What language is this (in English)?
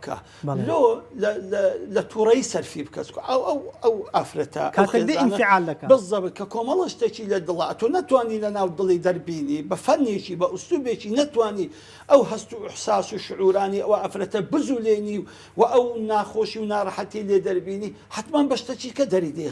Central Kurdish